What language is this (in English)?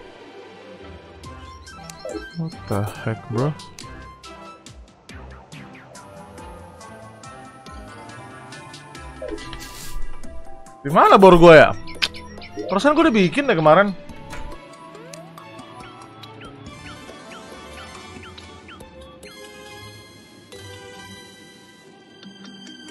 Indonesian